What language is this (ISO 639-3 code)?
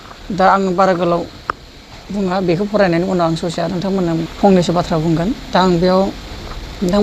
brx